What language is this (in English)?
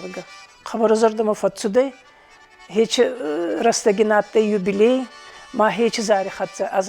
Ossetic